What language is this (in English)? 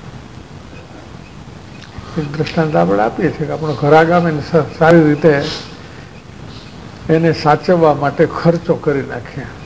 Gujarati